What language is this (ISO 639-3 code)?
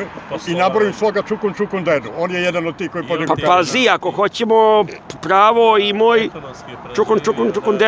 srp